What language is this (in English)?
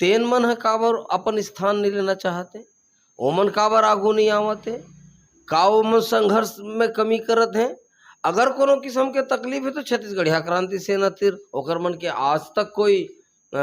Chhattisgarhi